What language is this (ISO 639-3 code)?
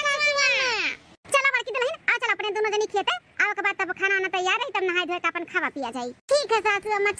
awa